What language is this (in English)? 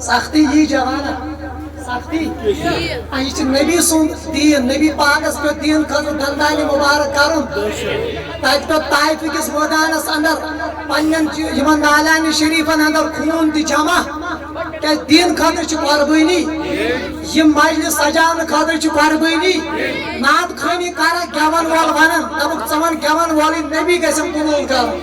Kashmiri